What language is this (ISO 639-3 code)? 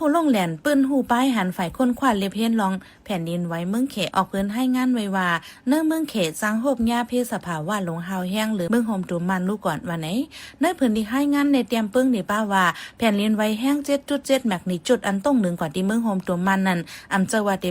shn